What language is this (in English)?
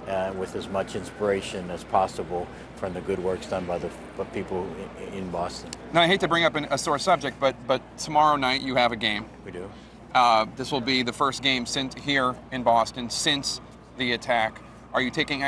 English